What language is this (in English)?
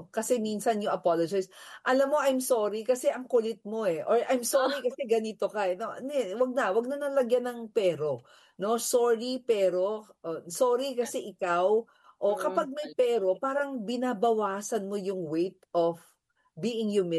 Filipino